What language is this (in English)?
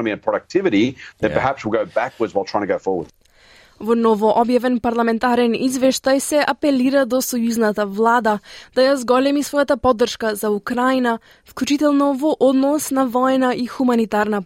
Macedonian